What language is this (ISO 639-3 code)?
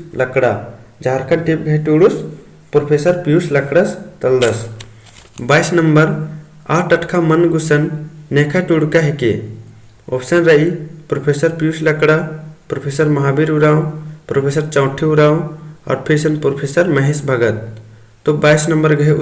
kru